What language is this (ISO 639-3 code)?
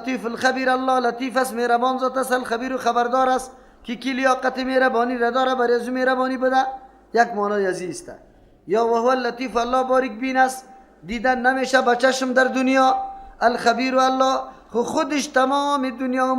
fas